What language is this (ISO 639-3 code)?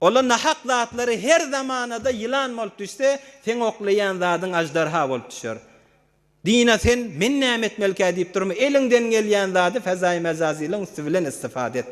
tuk